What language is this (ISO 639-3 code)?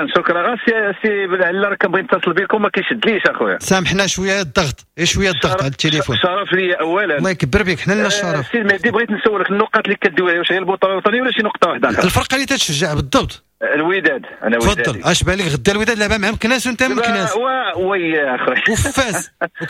ary